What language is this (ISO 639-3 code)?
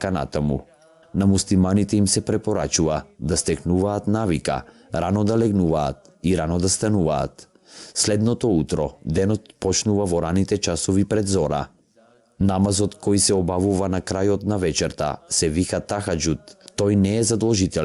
mkd